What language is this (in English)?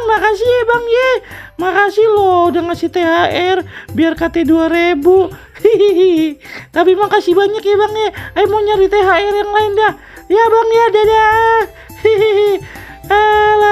Betawi